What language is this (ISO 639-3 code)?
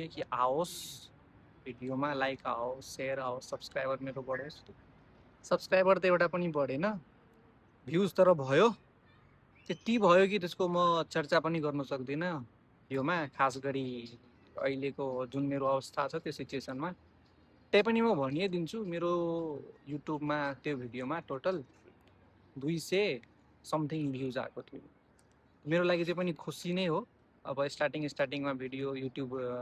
nep